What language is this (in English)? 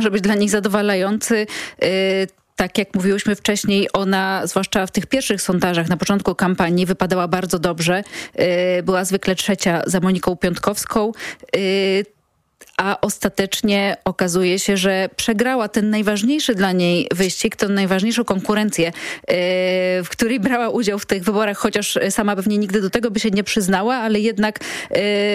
Polish